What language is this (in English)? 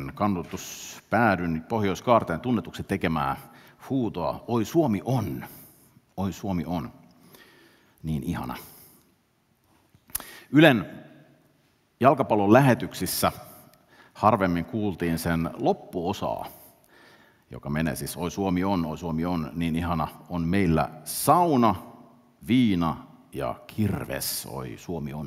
Finnish